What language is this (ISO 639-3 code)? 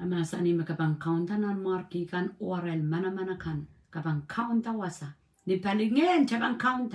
pon